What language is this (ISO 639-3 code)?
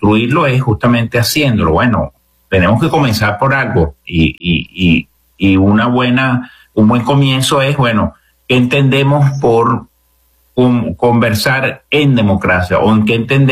spa